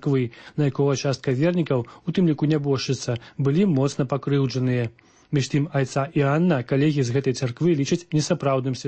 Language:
Belarusian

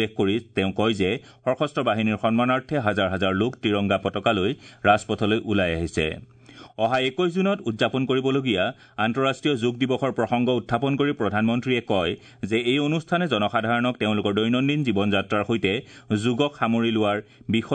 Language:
Assamese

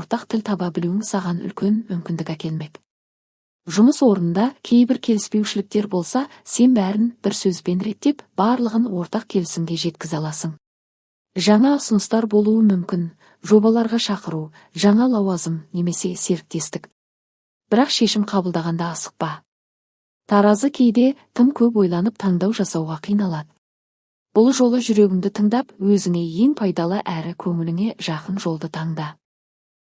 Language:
Kazakh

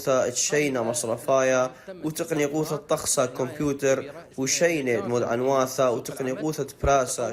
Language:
Assyrian Neo-Aramaic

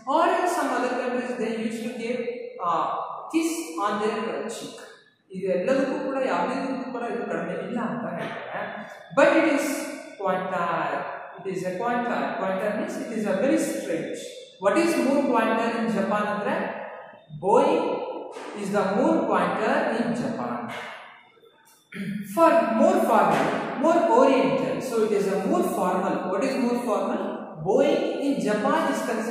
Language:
Kannada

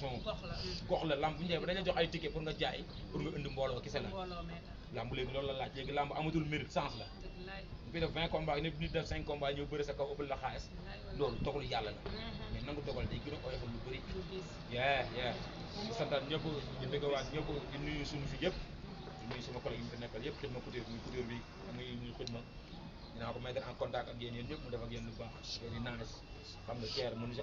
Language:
Wolof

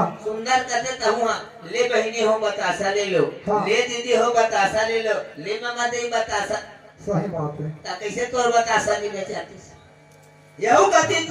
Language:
Chhattisgarhi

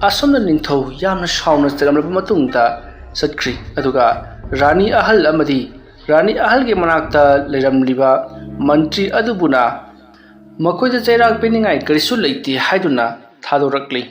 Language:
Manipuri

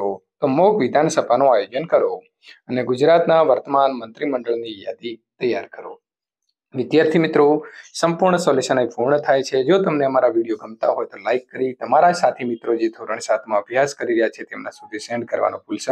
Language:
Gujarati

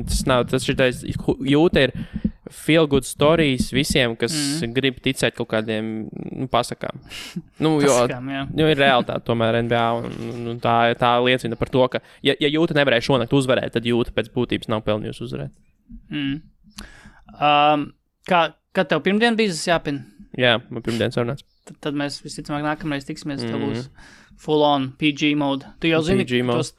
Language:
Latvian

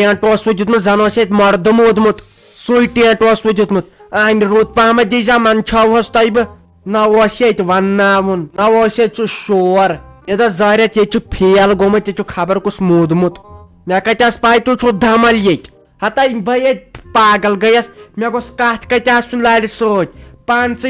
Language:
Kashmiri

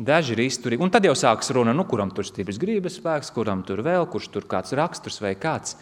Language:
Latvian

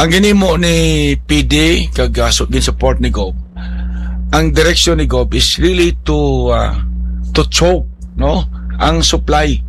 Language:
Hiligaynon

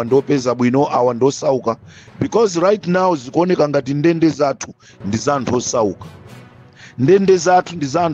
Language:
Nyanja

